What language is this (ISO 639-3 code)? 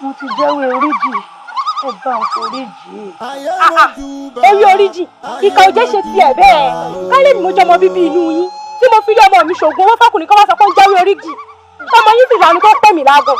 yor